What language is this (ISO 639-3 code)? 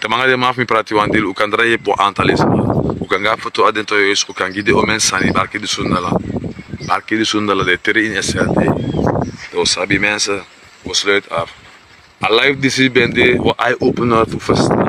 srn